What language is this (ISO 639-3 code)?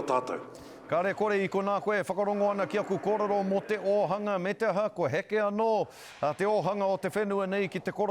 mri